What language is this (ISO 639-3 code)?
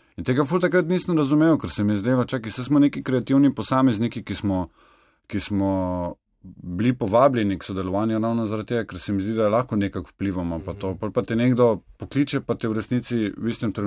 slv